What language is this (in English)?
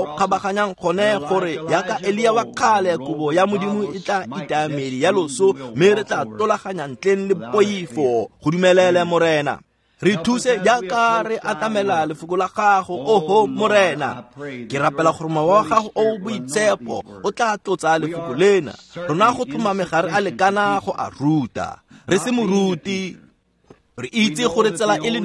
Tswana